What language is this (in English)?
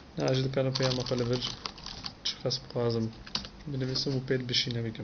Kurdish